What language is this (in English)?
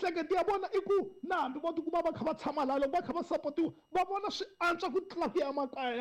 Tsonga